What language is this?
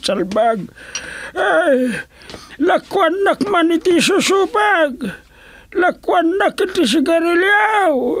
Iloko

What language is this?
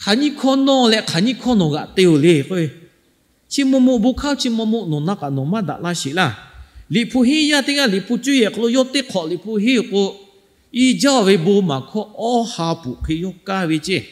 Lahu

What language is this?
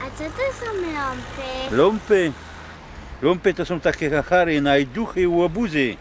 Silesian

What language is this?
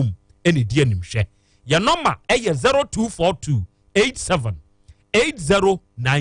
Akan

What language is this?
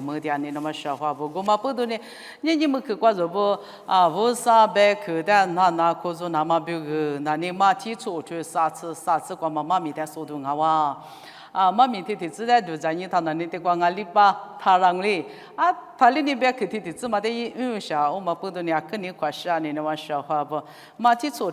Lisu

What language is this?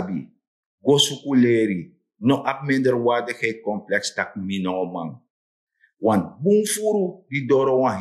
Sranan Tongo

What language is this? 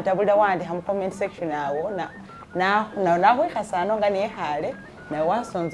Masaaba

